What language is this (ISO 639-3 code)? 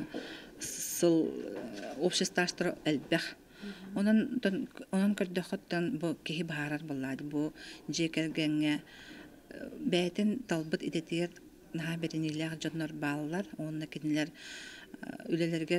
sah